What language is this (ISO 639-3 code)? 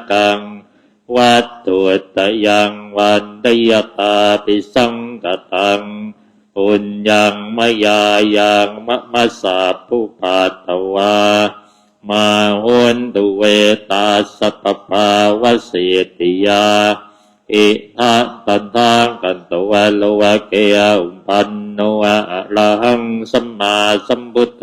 pli